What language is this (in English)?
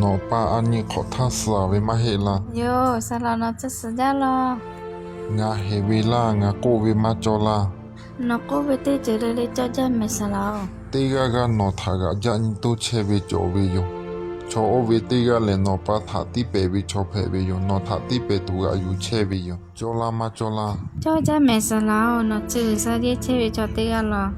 Lahu